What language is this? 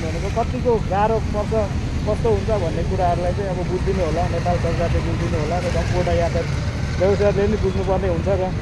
Nepali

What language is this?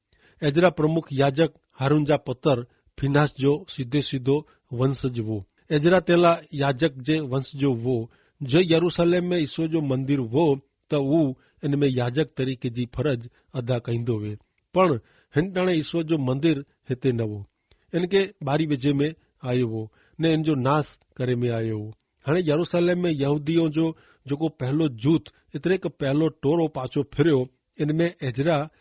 Kachhi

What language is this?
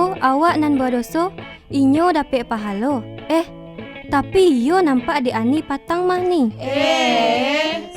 Minangkabau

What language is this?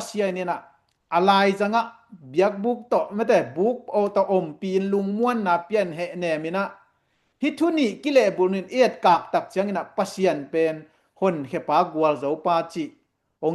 Tedim Chin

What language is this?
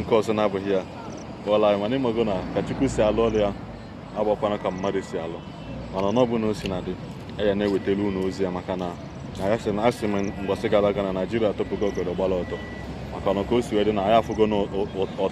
Igbo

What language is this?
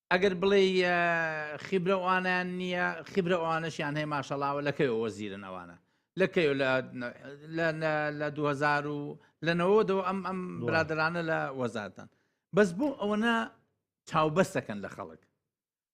Central Kurdish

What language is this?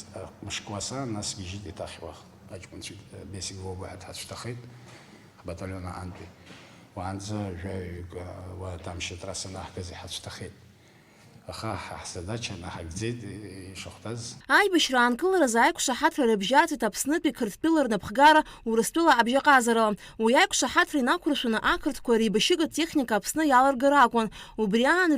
Abkhazian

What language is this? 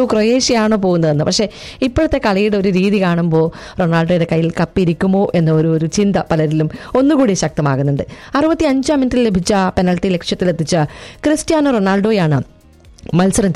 Malayalam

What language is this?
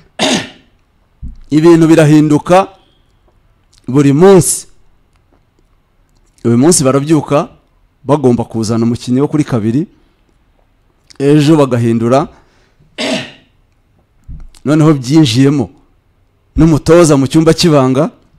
Kinyarwanda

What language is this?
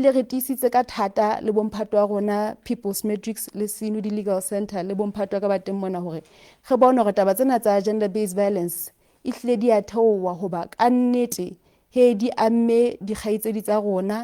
Southern Sotho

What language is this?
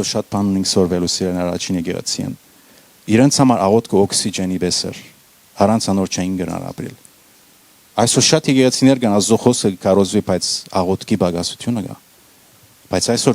Western Armenian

